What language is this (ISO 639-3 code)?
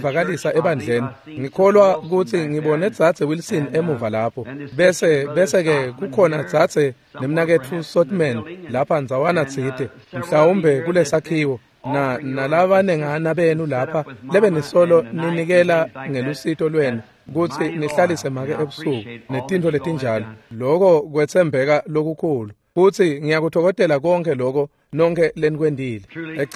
ssw